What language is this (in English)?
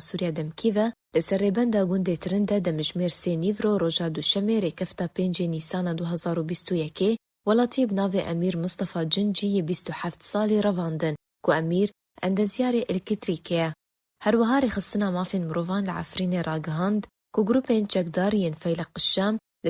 Kurdish